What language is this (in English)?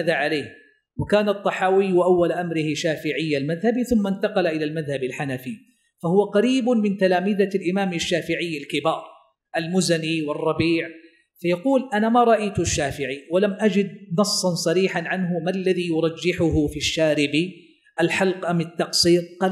Arabic